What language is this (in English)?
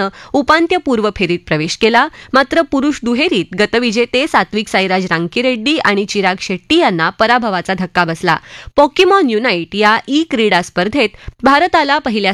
Marathi